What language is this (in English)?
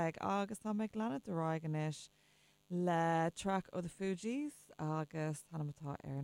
Irish